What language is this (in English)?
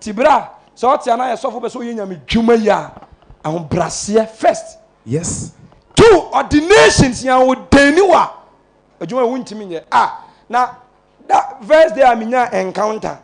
Akan